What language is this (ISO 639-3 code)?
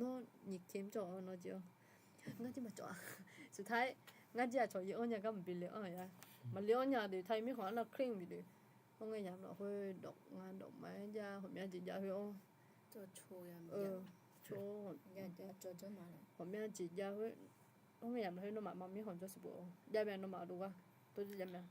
ahk